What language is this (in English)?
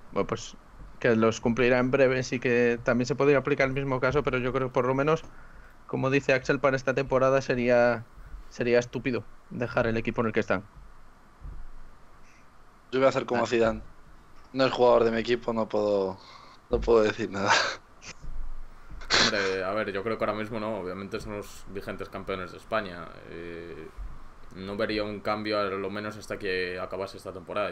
Spanish